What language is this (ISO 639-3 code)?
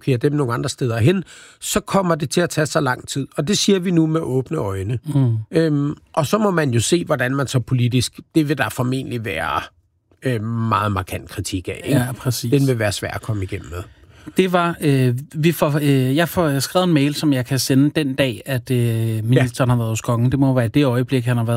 dan